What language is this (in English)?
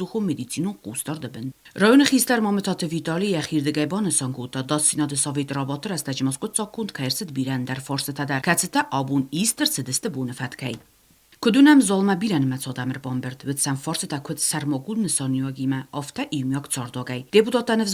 Ossetic